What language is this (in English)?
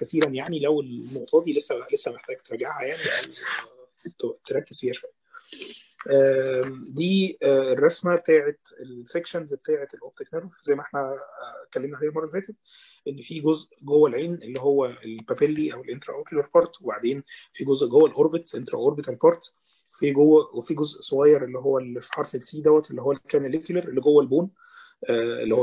Egyptian Arabic